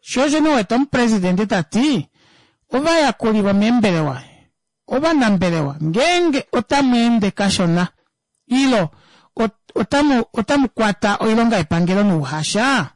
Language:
Kuanyama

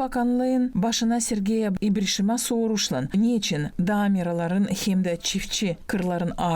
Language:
Gagauz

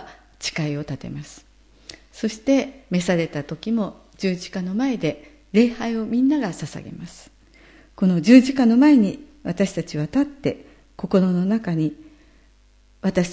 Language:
Japanese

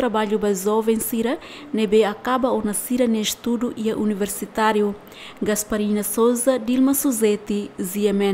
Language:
Tetum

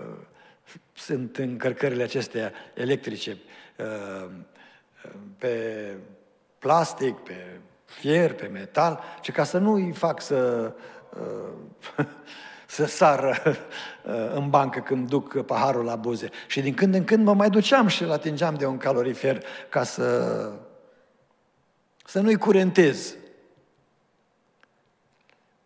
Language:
Romanian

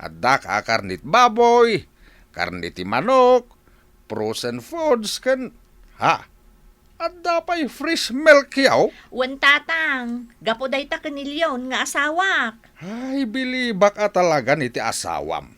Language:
Iloko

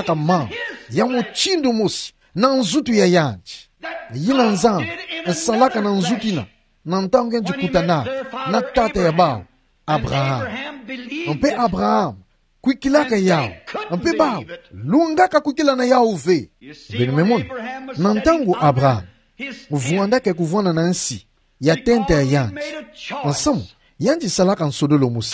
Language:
Kituba (Democratic Republic of Congo)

